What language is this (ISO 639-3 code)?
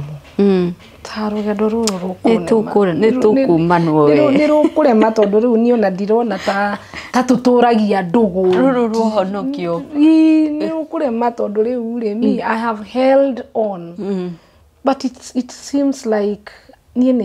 kik